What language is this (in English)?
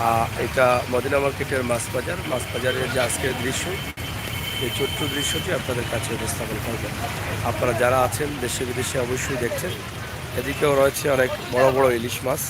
Sylheti